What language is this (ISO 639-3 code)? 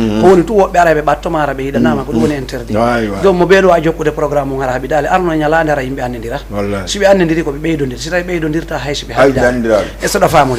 ful